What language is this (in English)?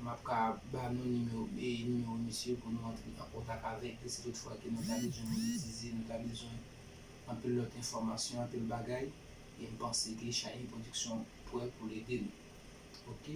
Haitian Creole